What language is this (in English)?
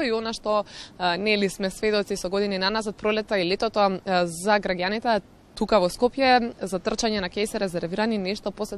Macedonian